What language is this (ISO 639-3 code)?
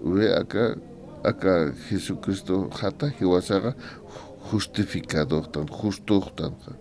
aym